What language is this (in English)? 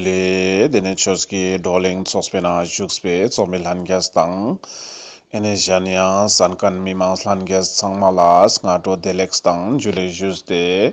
Ladakhi